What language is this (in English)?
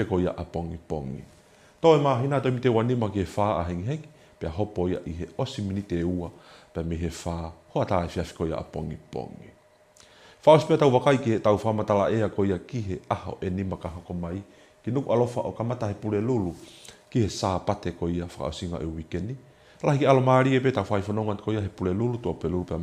Tongan